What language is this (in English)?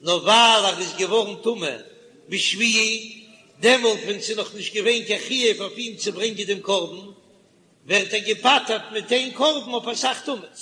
Yiddish